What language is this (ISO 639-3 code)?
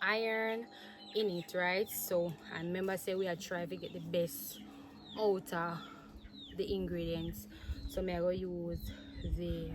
jam